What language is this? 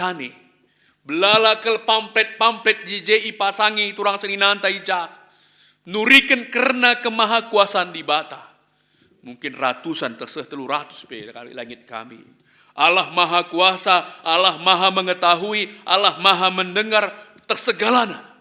Batak Karo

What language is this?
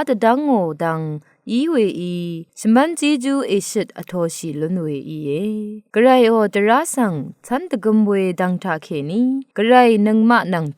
Rawang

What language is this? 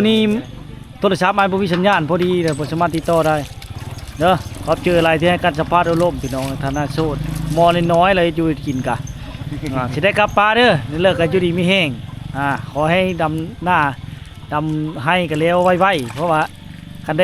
Lao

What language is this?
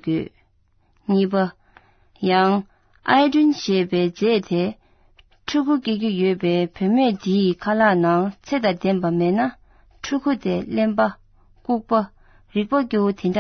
Tibetan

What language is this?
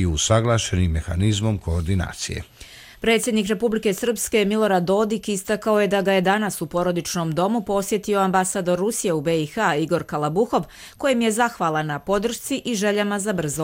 Croatian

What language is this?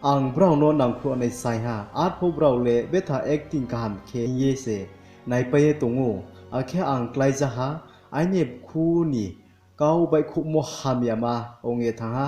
Riang (India)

